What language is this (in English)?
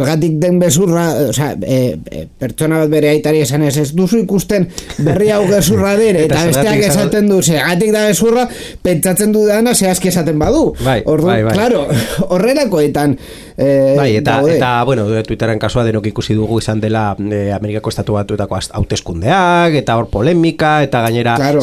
Basque